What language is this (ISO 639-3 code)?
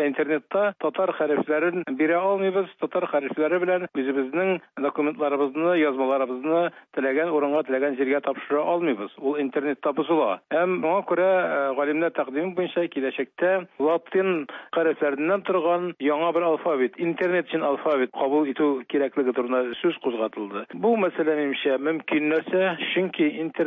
tat